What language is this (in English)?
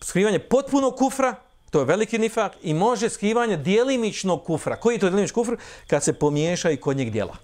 Bosnian